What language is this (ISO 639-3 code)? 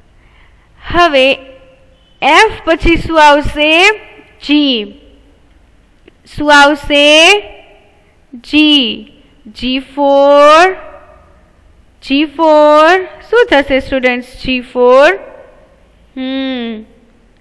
guj